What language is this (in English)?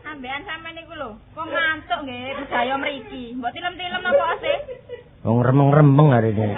Javanese